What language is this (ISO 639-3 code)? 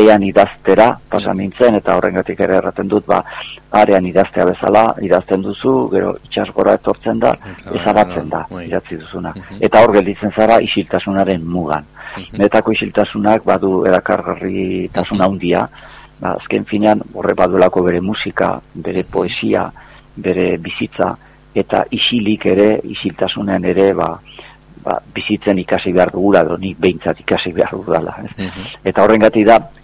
eus